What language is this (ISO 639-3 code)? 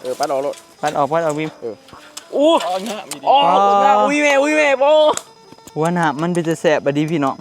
tts